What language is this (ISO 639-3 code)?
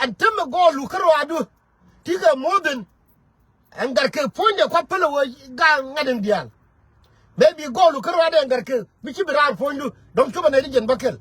nus